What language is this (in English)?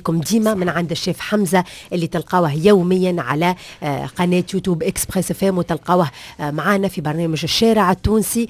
Tunisian Arabic